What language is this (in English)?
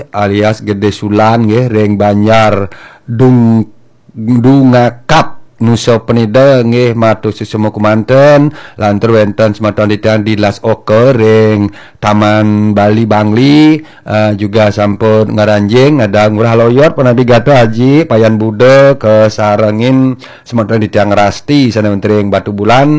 Balinese